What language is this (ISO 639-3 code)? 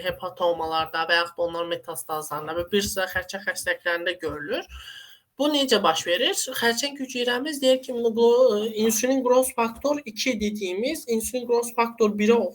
aze